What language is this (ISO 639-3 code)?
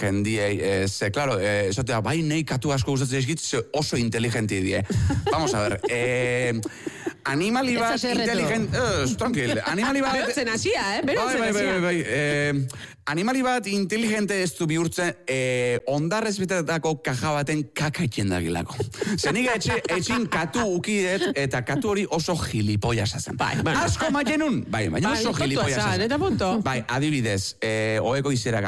eus